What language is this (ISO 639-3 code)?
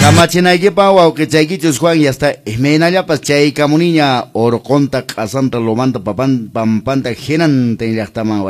que